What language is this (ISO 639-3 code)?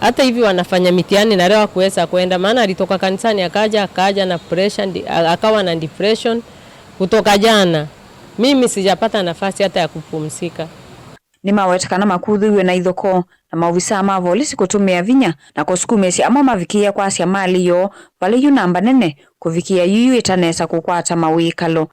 kam